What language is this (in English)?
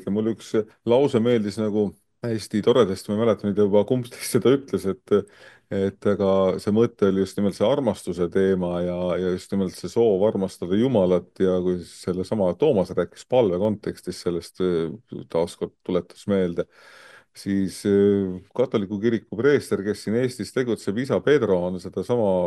Estonian